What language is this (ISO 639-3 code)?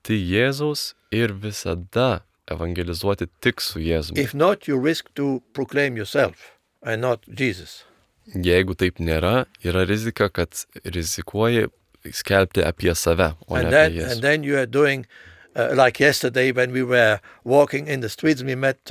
lit